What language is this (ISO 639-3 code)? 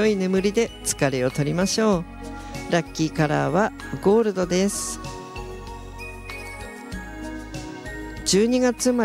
jpn